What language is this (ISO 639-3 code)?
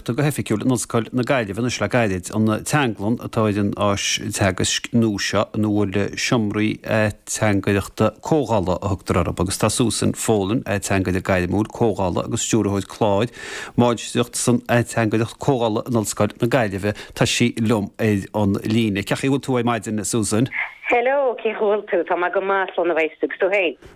gle